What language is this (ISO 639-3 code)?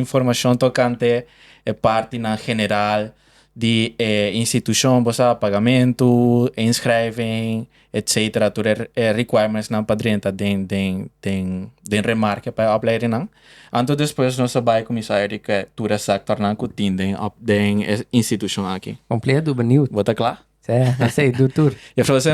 pap